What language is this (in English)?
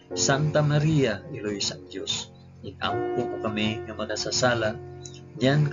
Hiligaynon